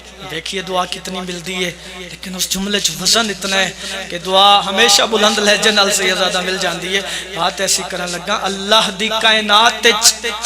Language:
Pahari-Potwari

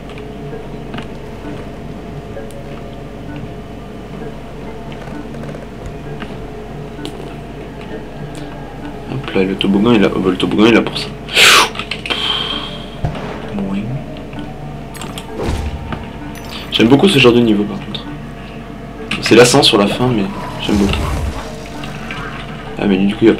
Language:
French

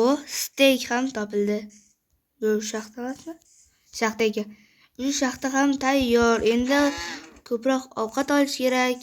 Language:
Uzbek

